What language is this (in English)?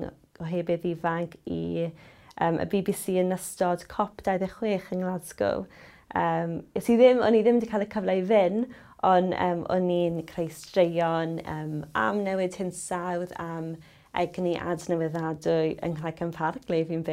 Welsh